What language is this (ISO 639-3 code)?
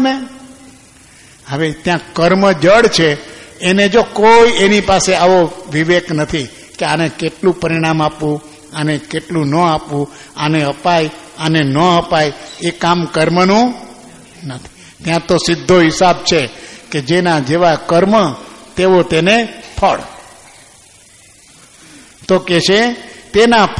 guj